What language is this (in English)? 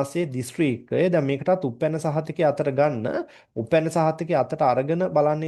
Sinhala